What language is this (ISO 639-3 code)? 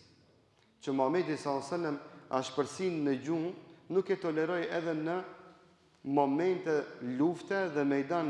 sqi